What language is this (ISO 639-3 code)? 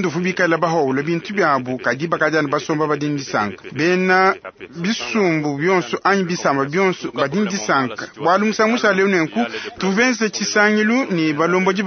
lua